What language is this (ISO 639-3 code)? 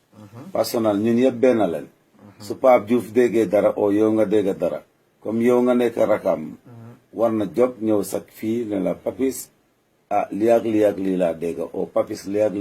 wol